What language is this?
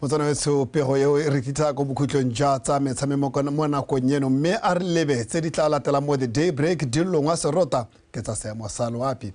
Tswana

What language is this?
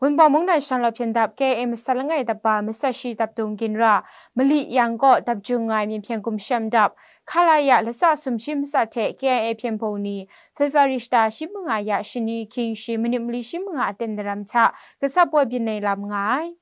Kachin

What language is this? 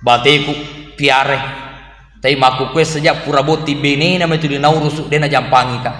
Buginese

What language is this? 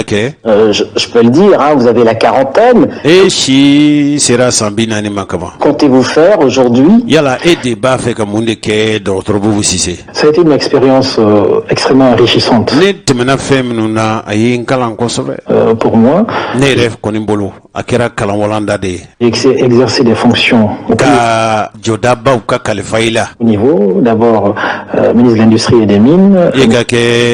Bambara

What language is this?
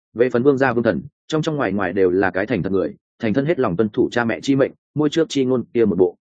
Vietnamese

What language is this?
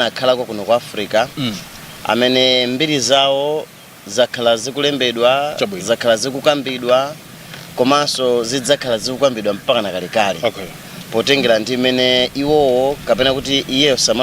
Nyanja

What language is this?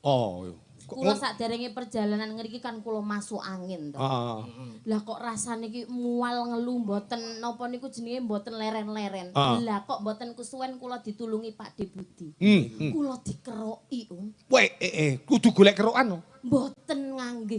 Javanese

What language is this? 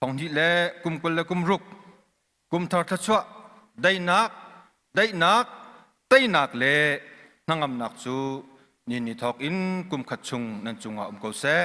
Hakha Chin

